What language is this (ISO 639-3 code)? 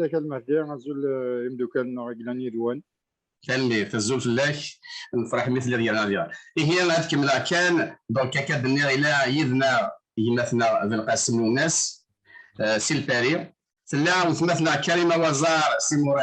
kab